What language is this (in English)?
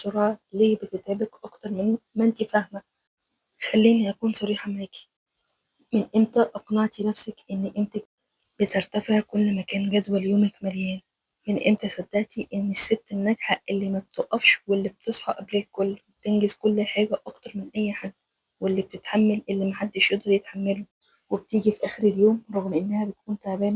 Egyptian Arabic